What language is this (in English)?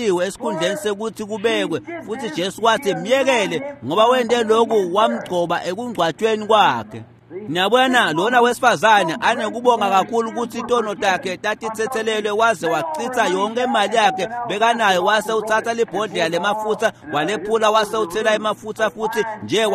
Swati